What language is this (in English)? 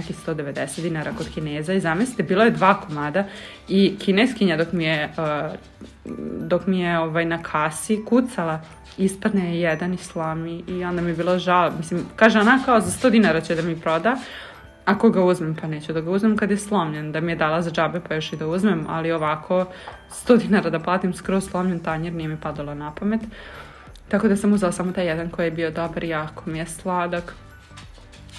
Serbian